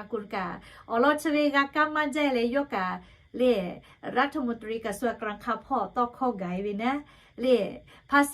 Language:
Lahu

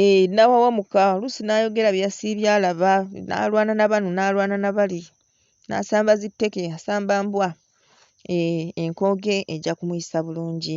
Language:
Ganda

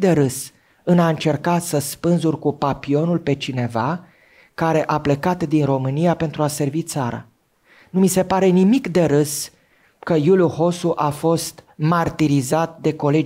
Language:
Romanian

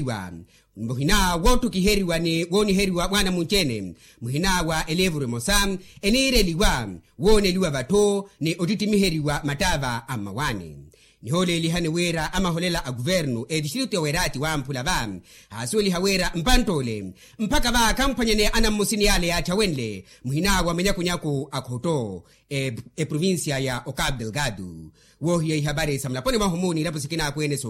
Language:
Makhuwa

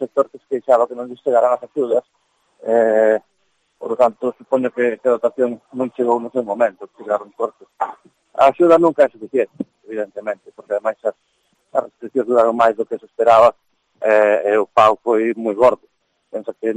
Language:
Galician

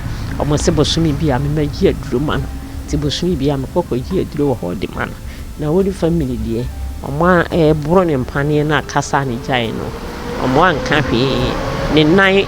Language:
Akan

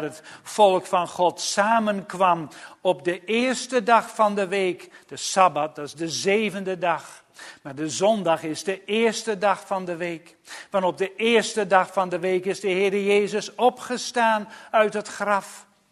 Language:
Dutch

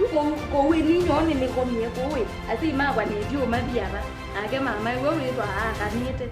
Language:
Kamba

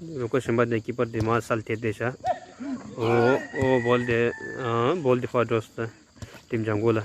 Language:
Tibetan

